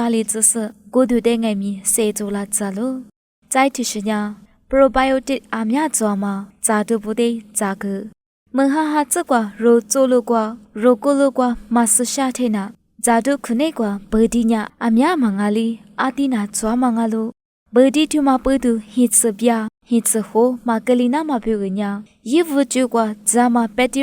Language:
Lisu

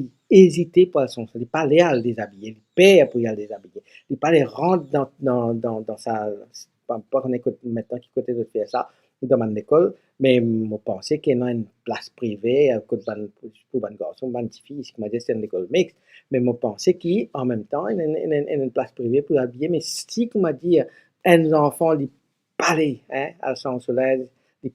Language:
Morisyen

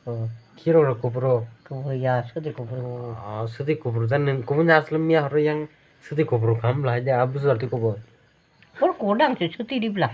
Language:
Kok Borok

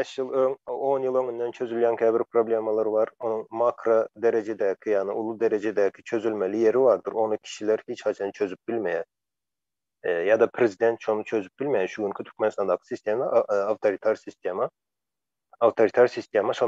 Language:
Turkmen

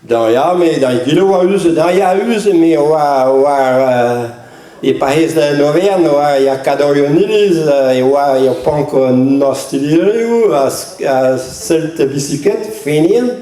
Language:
Breton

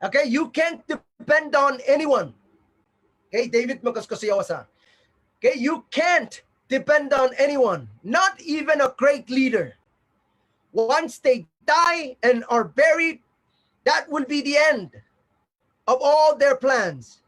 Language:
Pohnpeian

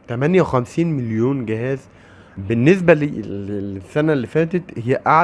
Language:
Egyptian Arabic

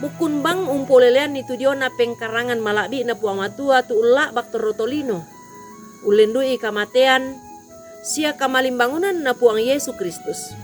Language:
Toraja-Sa'dan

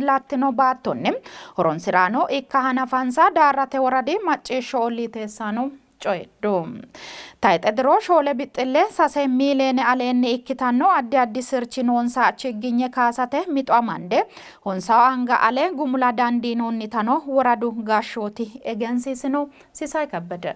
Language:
Sidamo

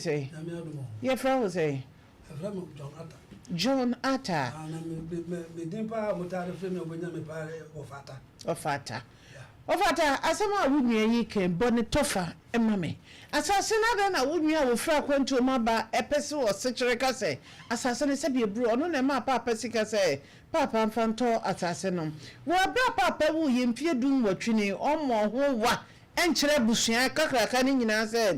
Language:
Akan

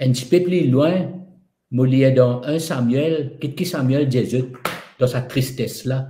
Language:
Morisyen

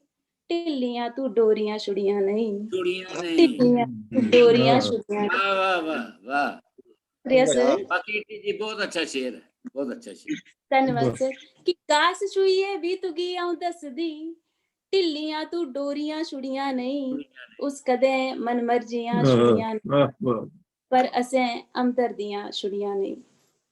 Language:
Dogri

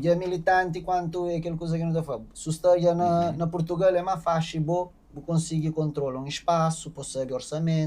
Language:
Kabuverdianu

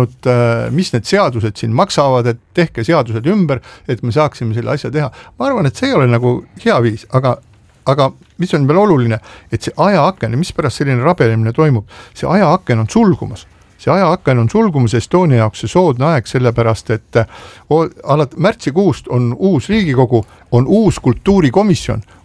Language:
Estonian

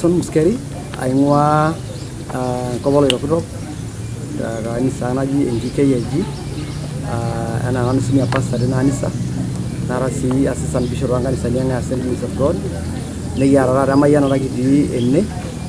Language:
Masai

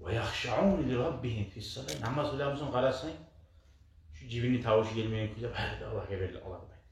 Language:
Kumyk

